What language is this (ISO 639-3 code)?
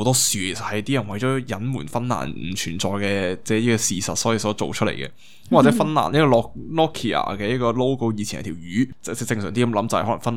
yue